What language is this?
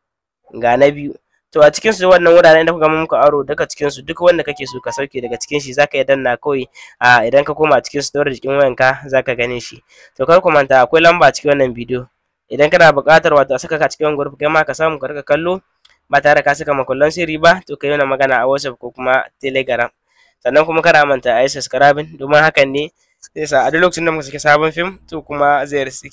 Hausa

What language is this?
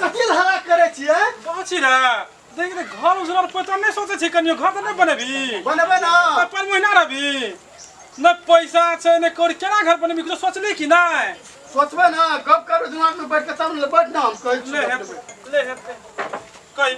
Maithili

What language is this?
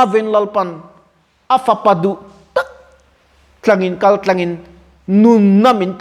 Mizo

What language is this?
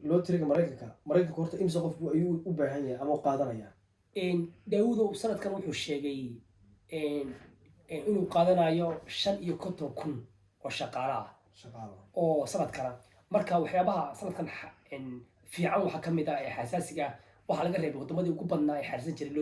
Somali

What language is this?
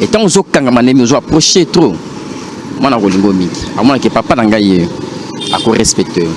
Lingala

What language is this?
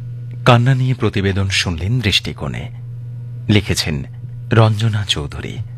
Bangla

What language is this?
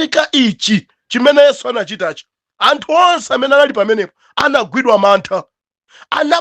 Nyanja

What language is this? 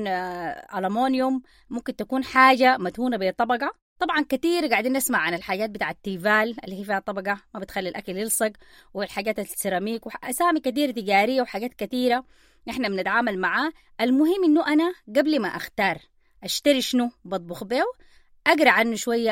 Sudanese Arabic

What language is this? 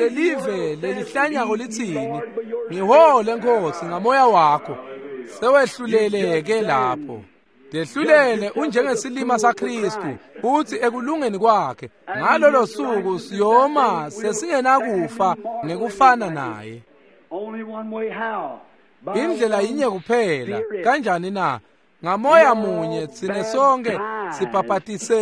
Swati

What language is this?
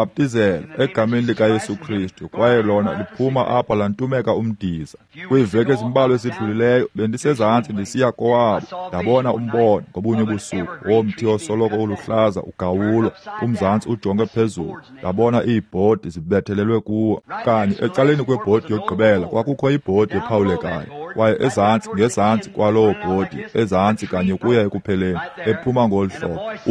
Xhosa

